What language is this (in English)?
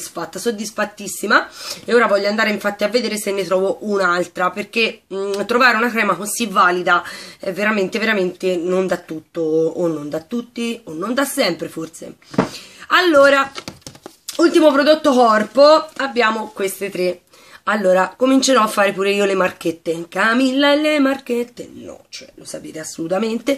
Italian